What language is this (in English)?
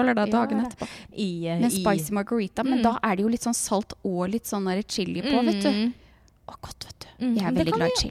Norwegian